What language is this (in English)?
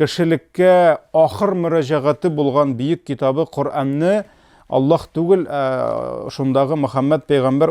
Tatar